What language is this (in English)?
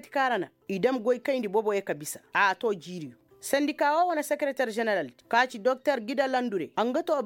Koyraboro Senni